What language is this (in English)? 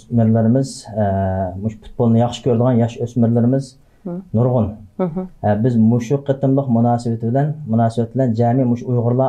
Uyghur